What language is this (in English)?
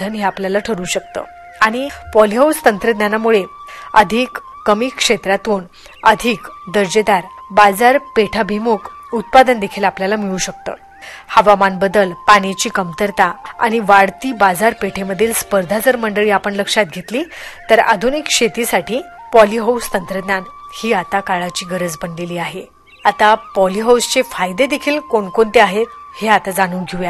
Marathi